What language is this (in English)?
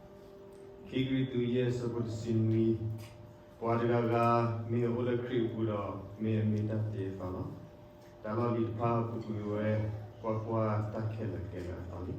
S'gaw Karen